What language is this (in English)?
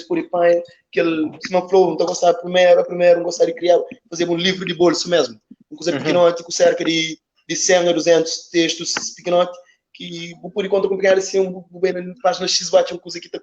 Kabuverdianu